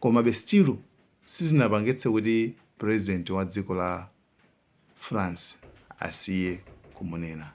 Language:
Nyanja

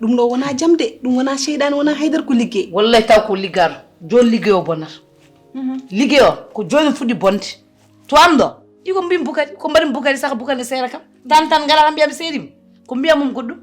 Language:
Fula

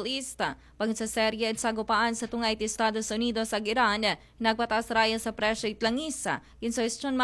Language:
Aklanon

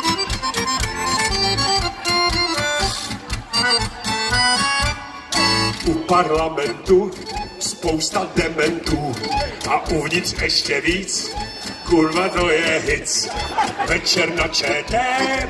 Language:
Czech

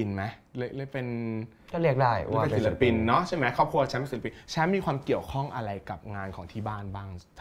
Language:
Thai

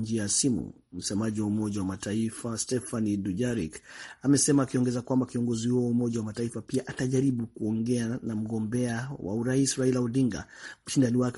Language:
Swahili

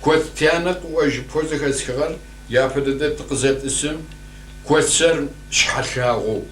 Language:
Kabardian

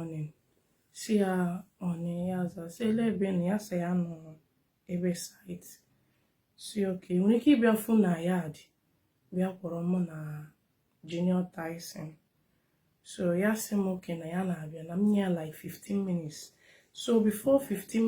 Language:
Igbo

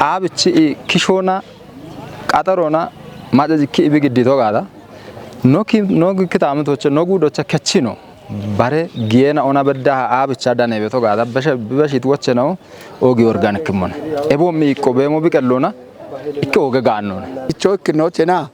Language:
Kafa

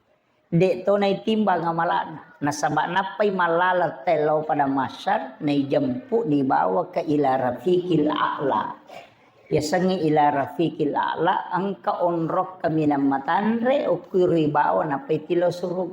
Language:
Buginese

